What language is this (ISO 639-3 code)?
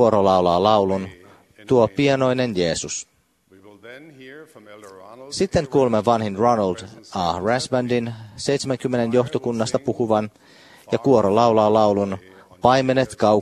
fin